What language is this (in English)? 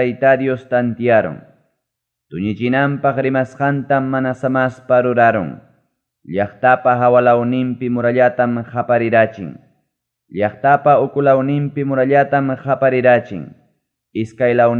Ayacucho Quechua